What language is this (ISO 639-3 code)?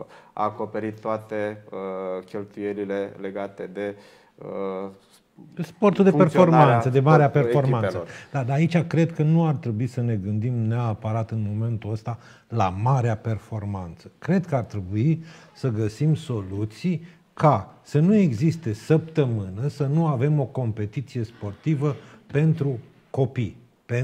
ron